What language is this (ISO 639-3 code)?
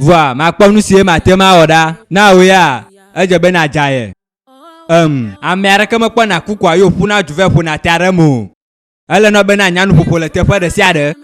ewe